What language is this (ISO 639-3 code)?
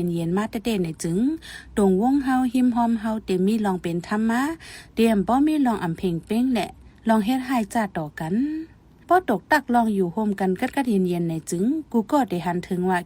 shn